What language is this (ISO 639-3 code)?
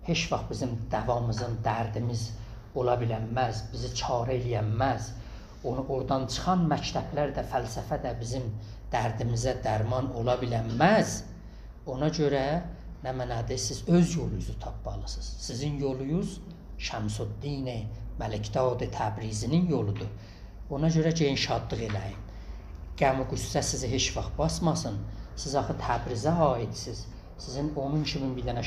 azb